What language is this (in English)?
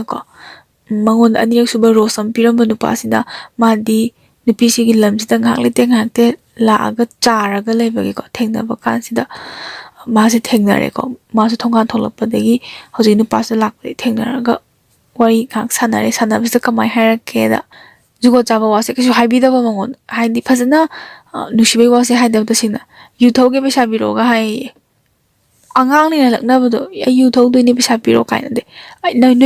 Manipuri